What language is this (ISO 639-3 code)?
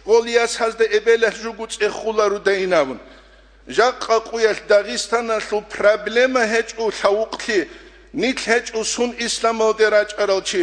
ava